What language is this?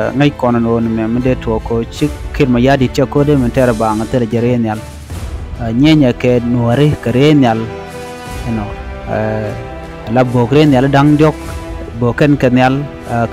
Nuer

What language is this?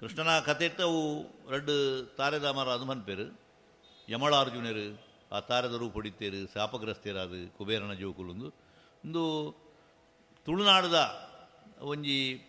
Tulu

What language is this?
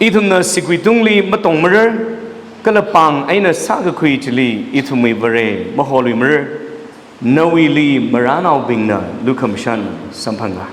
Tangkhul Naga (India)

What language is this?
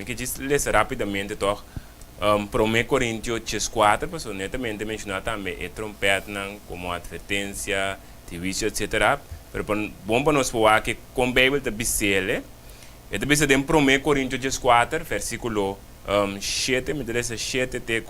Papiamento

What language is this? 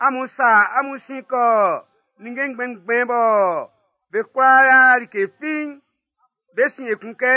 Baoulé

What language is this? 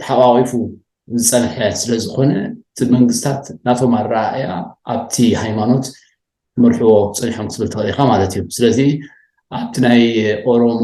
Tigrinya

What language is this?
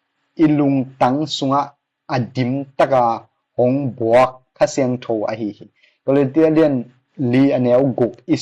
Tedim Chin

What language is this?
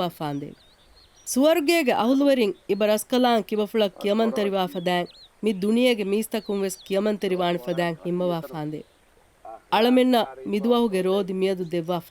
Divehi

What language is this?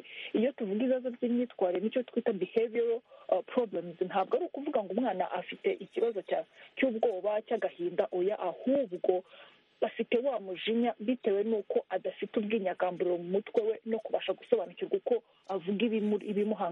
Kinyarwanda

